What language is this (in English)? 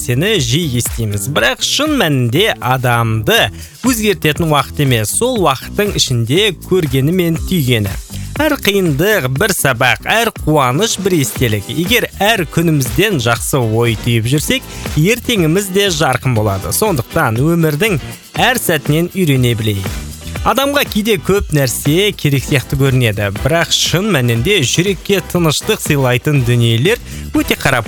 Kazakh